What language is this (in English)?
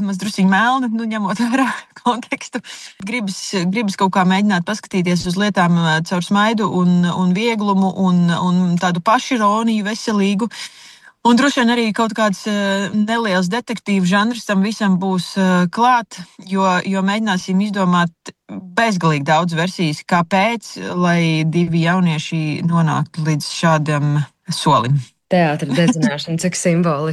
Latvian